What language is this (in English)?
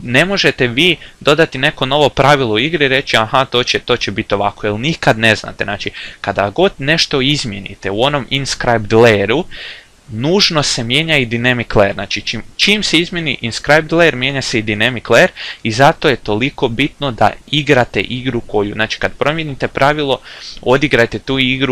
Croatian